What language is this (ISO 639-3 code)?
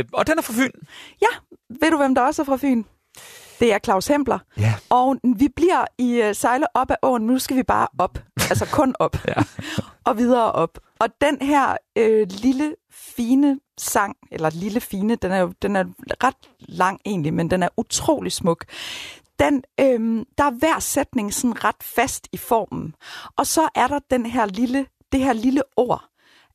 dan